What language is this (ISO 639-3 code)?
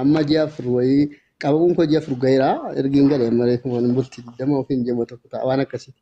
orm